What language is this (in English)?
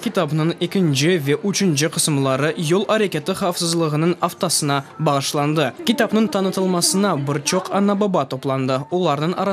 Crimean Tatar